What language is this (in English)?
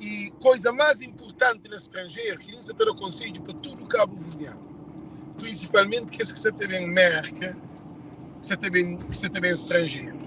Kabuverdianu